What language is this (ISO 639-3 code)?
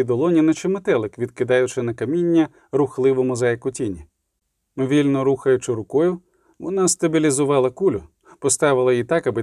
ukr